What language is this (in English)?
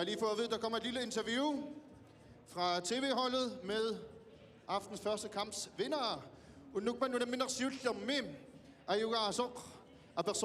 Kalaallisut